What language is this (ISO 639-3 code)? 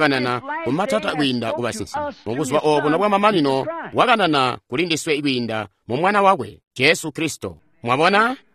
toi